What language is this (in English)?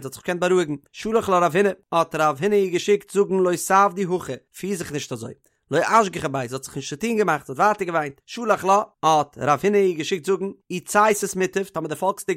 Yiddish